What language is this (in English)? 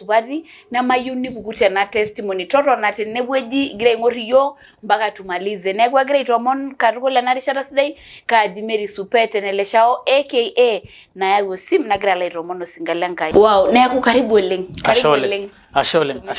Masai